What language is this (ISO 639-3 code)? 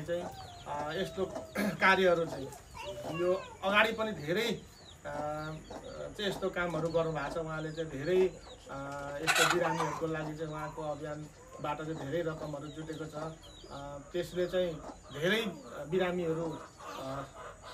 nep